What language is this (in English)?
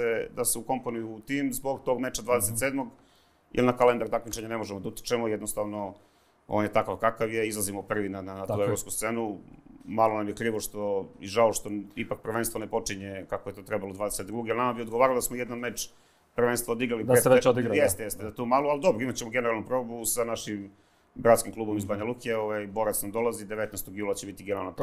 Serbian